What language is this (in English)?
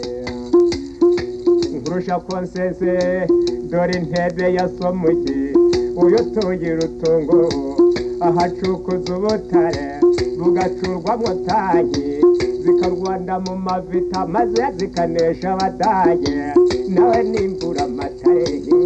Kinyarwanda